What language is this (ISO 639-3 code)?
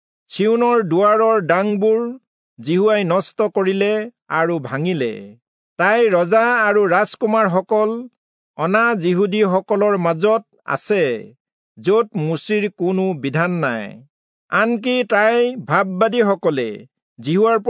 asm